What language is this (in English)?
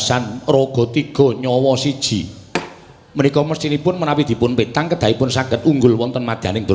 Javanese